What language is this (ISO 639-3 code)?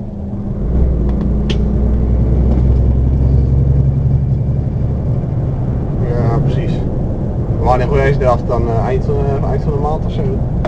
nld